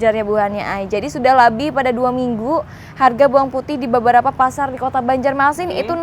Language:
Banjar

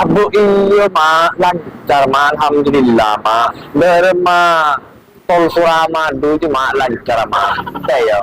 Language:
Madurese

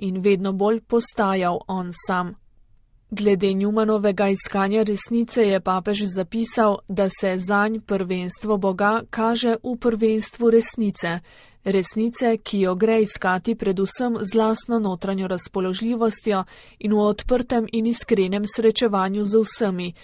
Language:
Slovenian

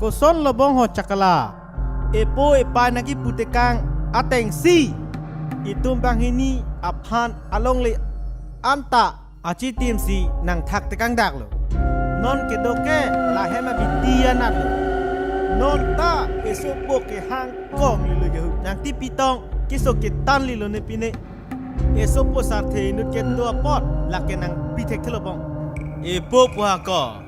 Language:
Karbi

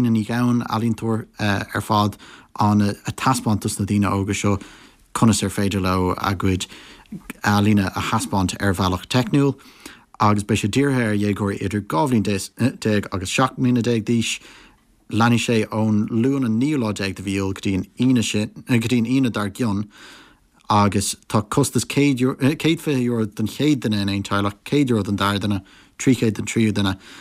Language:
Irish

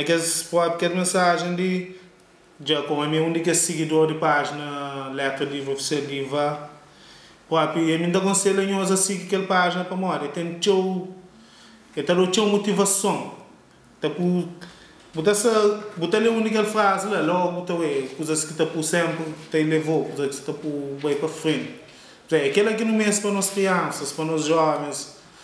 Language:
Kabuverdianu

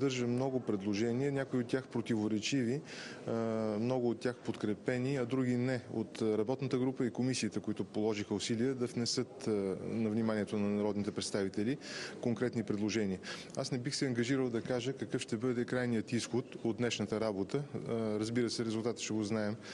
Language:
Bulgarian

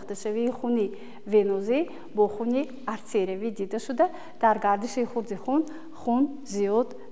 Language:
Tajik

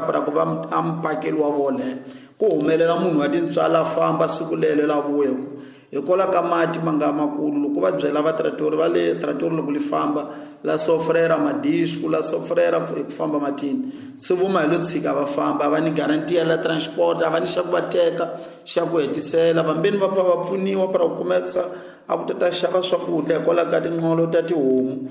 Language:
Tsonga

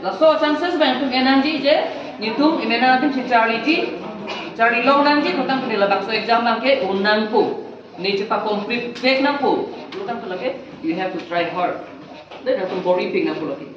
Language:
Karbi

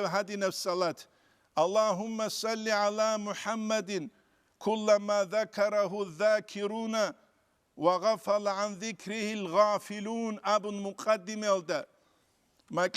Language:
Avaric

